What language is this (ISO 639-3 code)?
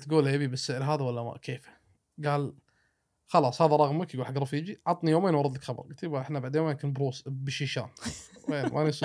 afb